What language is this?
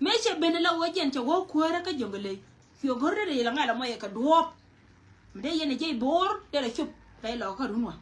Nuer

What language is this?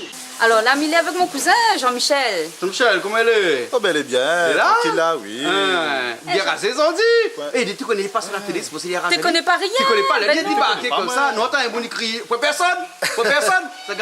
Réunion Creole French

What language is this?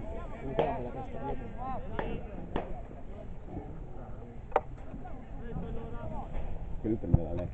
Italian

